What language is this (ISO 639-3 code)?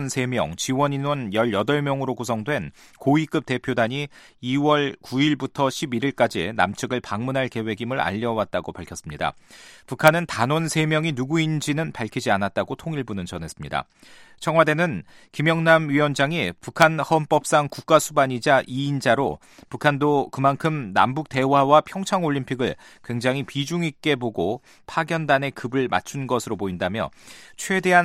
kor